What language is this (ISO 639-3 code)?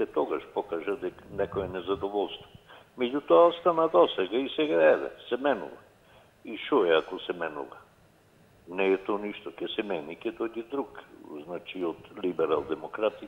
mkd